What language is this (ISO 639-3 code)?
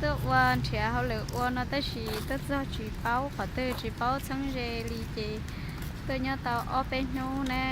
hmn